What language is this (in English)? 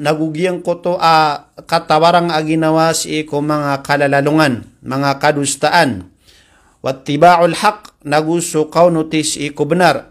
Maranao